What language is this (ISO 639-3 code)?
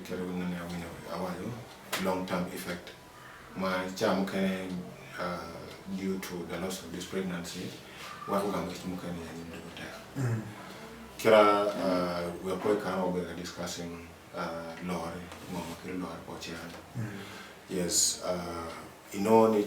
ach